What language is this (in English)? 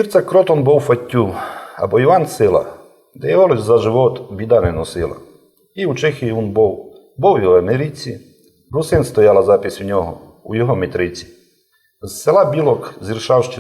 Rusyn